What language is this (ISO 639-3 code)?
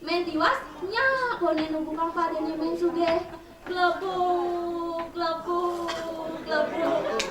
ban